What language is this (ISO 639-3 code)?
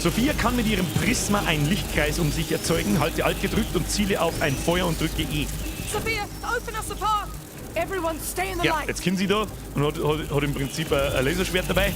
bar